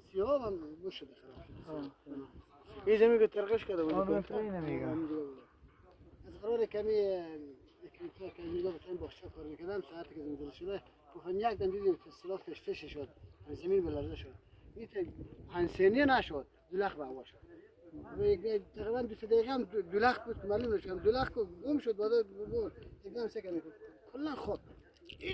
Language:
Persian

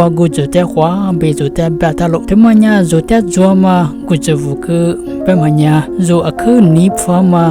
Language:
Lisu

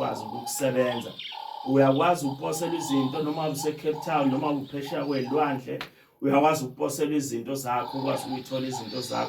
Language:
Zulu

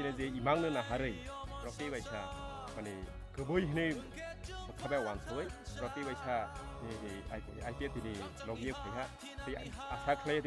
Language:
Kok Borok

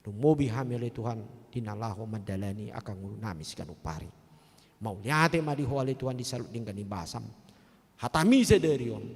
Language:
Batak Toba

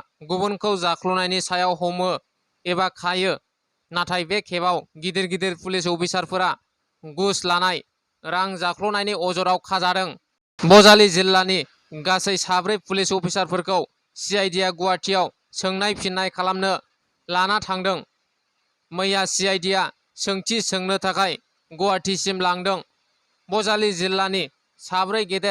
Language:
Bodo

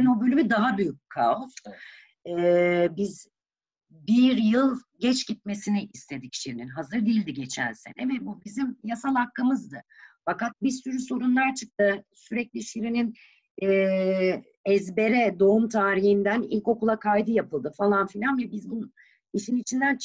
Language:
Turkish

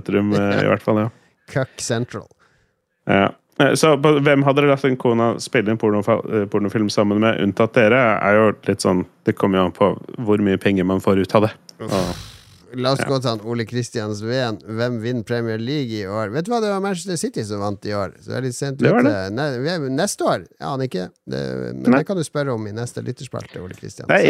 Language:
Norwegian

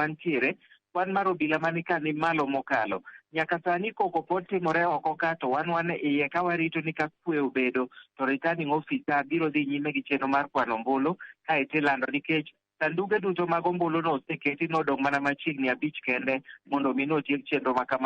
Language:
Luo (Kenya and Tanzania)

